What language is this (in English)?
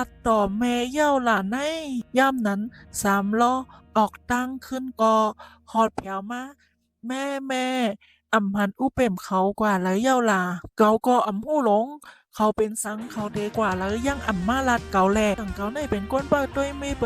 Shan